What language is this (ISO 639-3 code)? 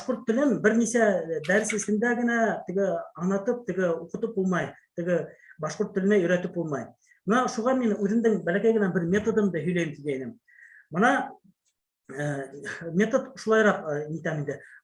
bak